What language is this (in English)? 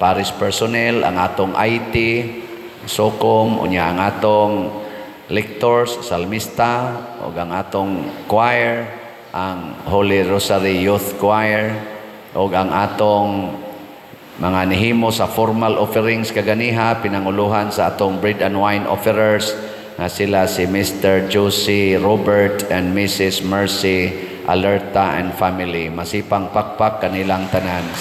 Cebuano